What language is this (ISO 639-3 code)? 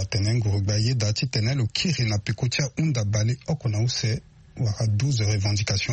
sag